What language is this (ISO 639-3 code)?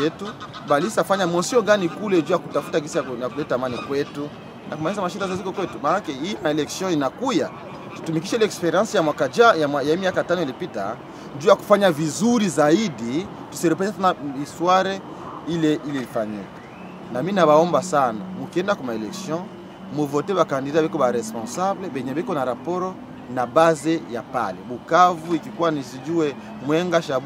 swa